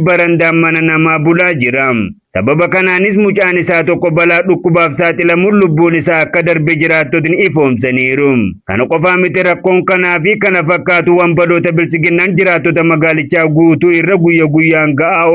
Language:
Oromo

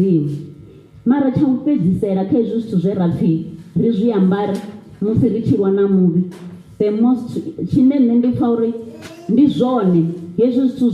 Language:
Venda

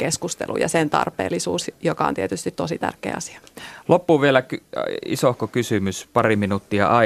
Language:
Finnish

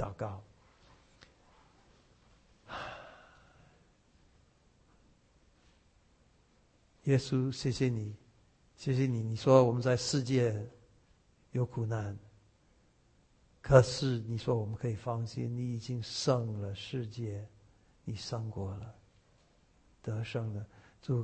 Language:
Chinese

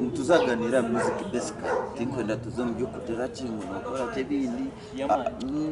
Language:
Nyankole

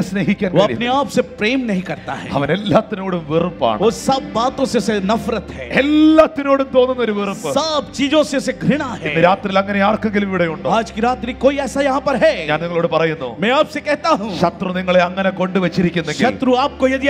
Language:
Malayalam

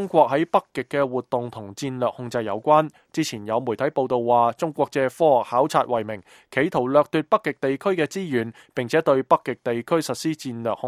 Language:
Cantonese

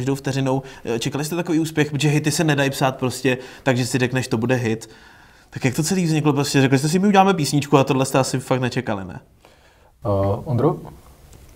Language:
Czech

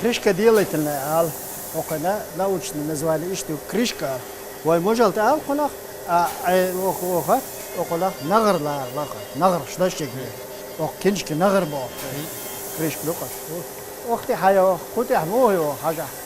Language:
Chechen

